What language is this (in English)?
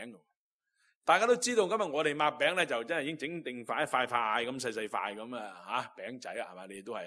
Cantonese